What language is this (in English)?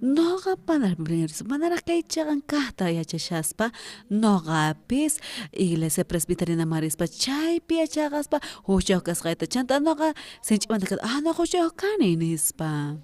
South Bolivian Quechua